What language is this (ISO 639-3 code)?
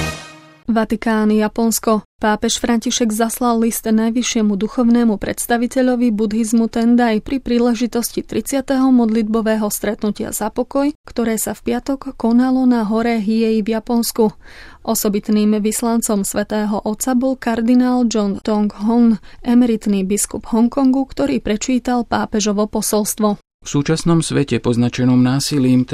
slk